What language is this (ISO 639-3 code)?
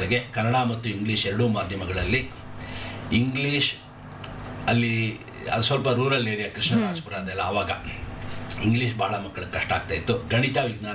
kan